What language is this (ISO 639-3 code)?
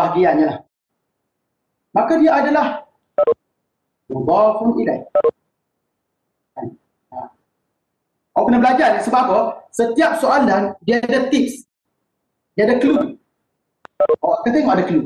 msa